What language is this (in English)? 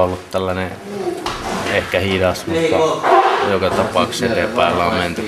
Finnish